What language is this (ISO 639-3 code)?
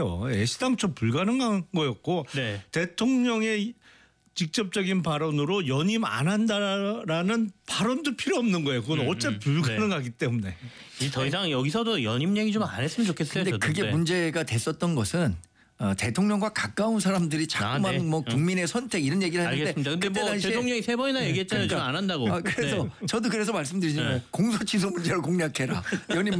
kor